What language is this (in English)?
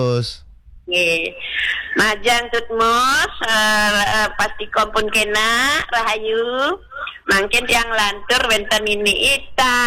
Balinese